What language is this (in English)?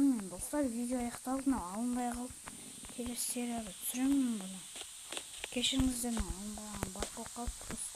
Kazakh